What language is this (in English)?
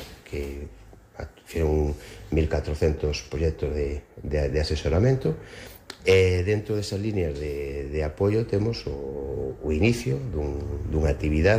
Galician